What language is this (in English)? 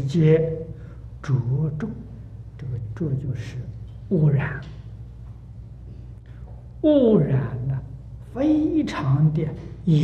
Chinese